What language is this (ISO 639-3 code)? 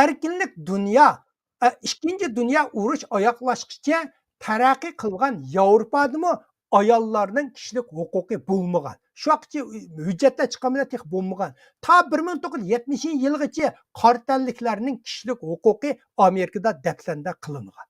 uig